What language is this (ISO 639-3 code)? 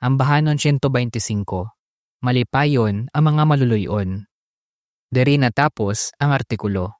hil